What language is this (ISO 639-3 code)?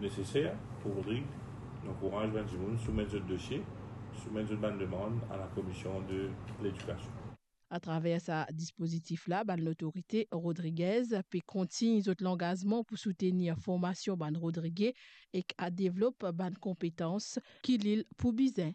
mfe